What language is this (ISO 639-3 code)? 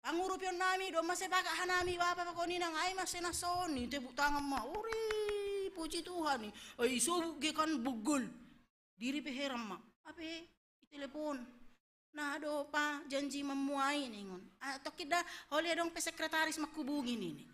bts